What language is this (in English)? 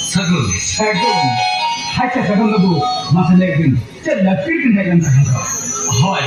Santali